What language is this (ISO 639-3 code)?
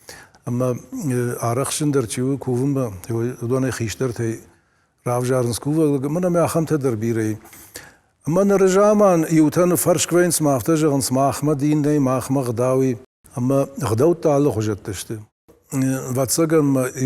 oss